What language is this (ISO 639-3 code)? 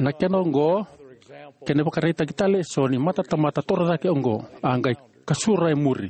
fij